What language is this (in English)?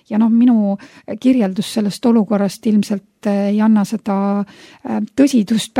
Estonian